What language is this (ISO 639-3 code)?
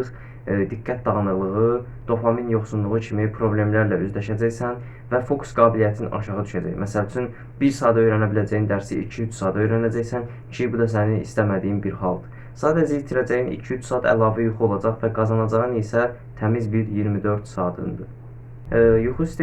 aze